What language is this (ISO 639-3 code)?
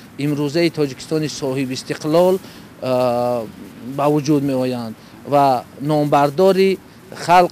tgk